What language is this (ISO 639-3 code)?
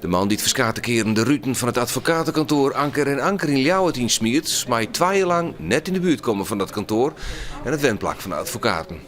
fry